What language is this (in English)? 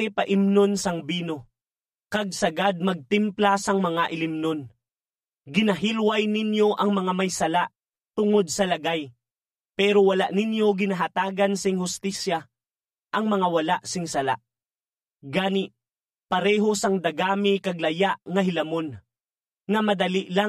Hiligaynon